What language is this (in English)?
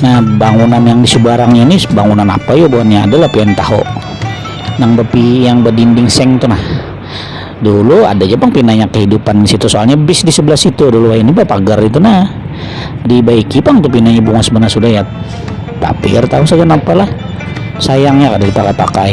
Banjar